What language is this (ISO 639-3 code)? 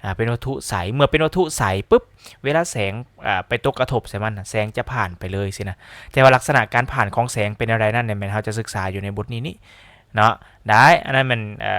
lao